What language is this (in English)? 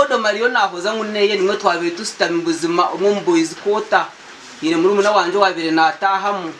Nyankole